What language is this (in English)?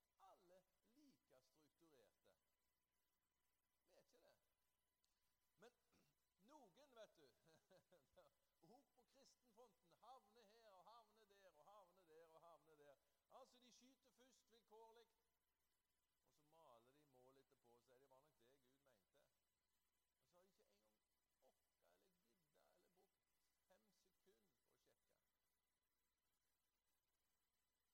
Norwegian